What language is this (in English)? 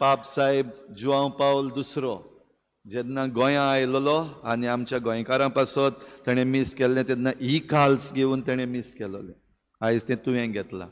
Konkani